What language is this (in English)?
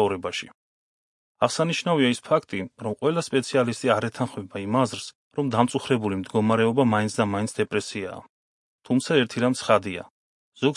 Georgian